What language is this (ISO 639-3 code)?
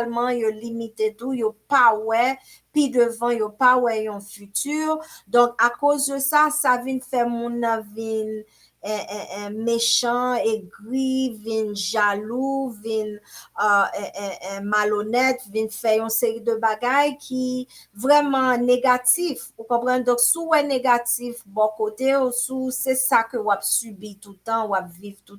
hat